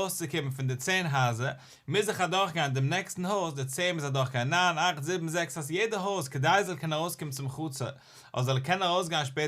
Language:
Yiddish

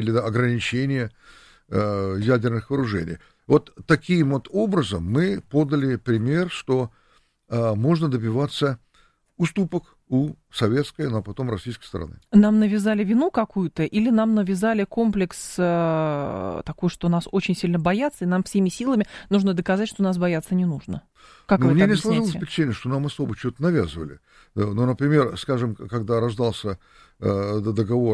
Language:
Russian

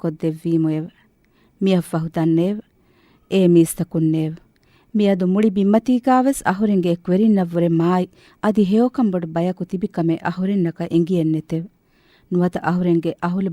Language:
Divehi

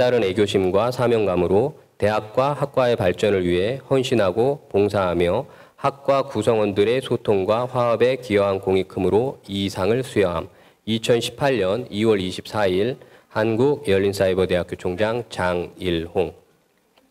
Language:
Korean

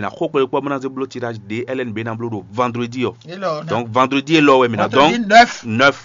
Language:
Fon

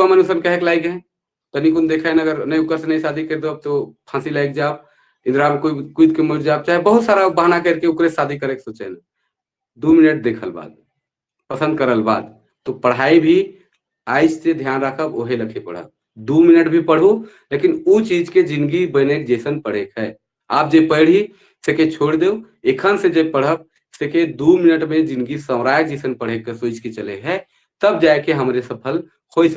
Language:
Sadri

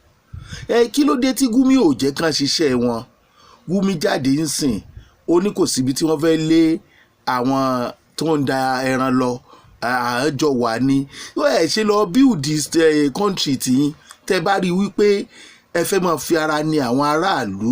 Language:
Yoruba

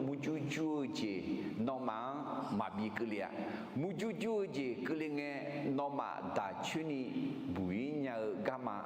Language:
Akha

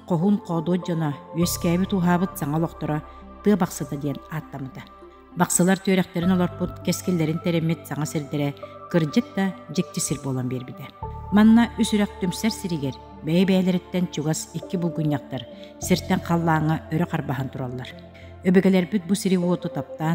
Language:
Yakut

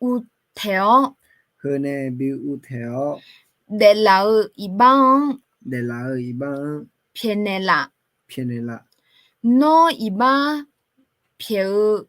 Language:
Akha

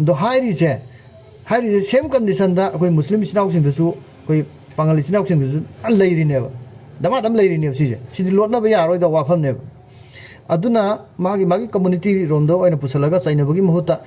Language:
Manipuri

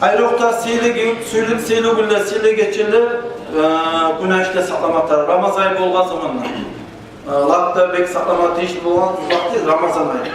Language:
Kumyk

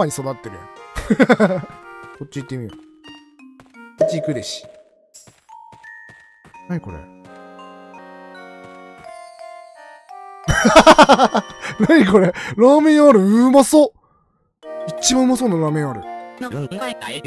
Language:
Japanese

